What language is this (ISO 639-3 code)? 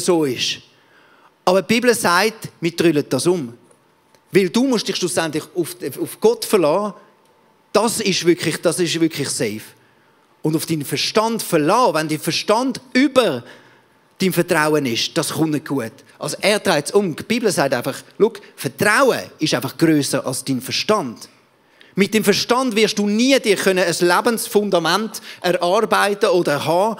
gsw